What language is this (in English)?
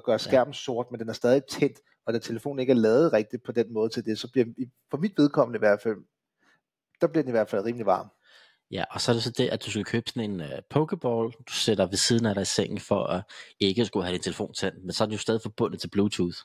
Danish